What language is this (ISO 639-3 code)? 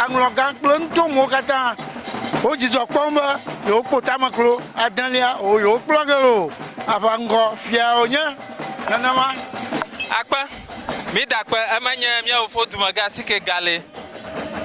ewe